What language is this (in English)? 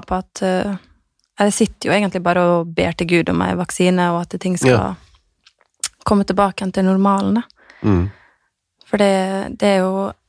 Norwegian